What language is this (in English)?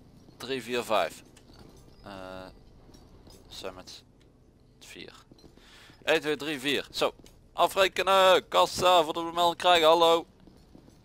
Dutch